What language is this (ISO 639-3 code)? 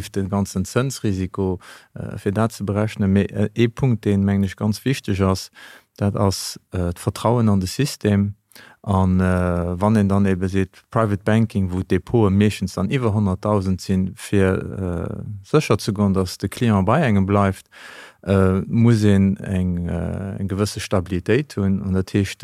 ltz